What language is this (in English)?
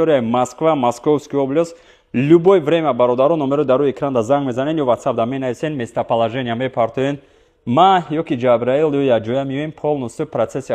Tajik